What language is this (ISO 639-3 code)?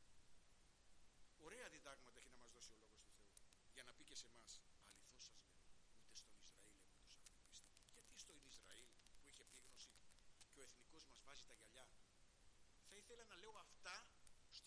ell